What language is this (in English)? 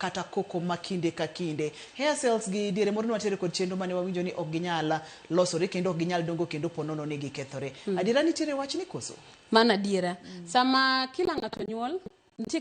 Luo (Kenya and Tanzania)